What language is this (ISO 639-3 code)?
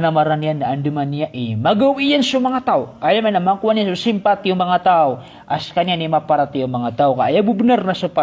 mrw